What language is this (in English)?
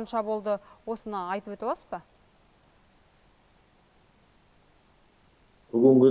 Kazakh